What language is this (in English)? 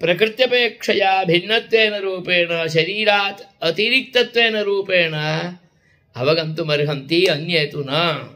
Sanskrit